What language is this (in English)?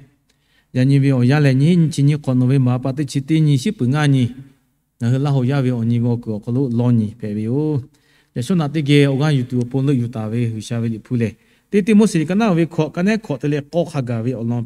Lahu